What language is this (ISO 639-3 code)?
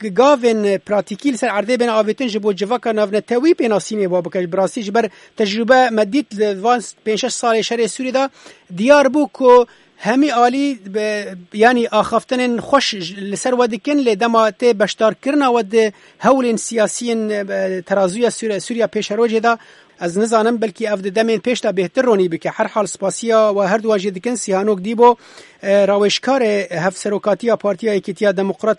kur